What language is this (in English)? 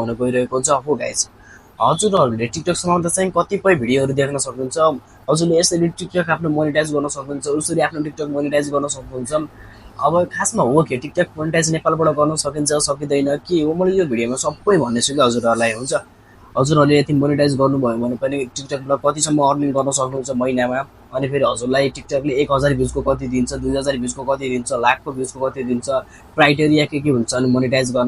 Nepali